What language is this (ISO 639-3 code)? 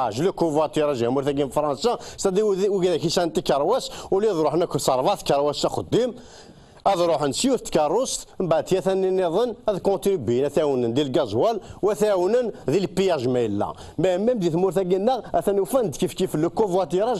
kab